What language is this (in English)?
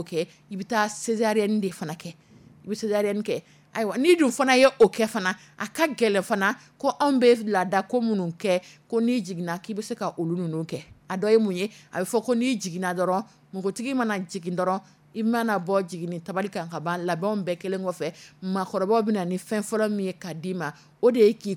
Dyula